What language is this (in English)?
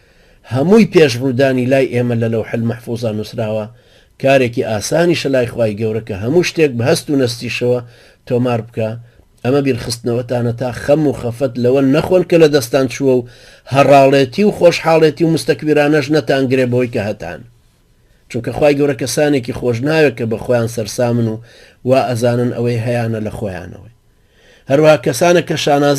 Central Kurdish